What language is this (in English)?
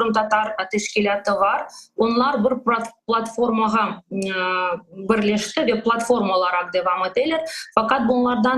Crimean Tatar